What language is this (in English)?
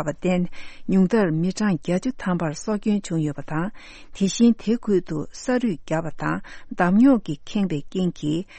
Tibetan